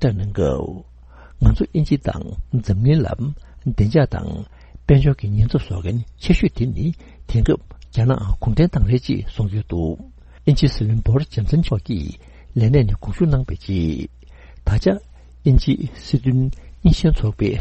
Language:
Tibetan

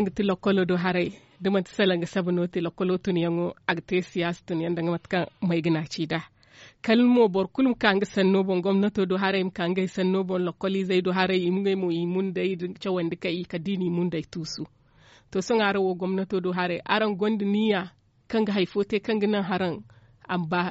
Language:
Zarma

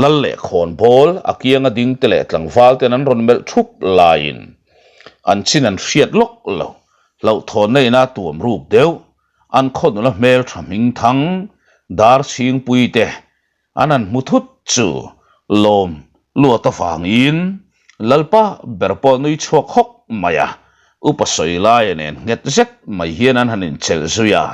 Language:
Mizo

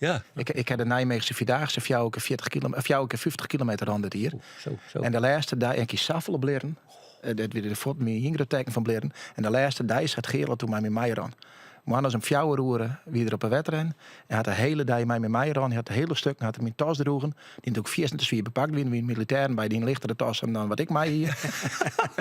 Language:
Western Frisian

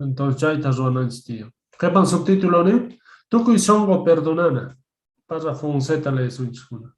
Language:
Quechua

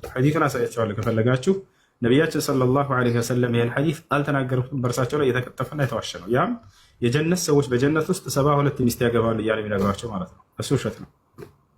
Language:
Amharic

